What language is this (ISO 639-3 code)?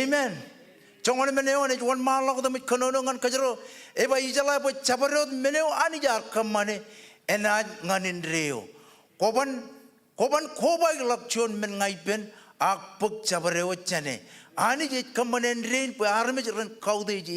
mah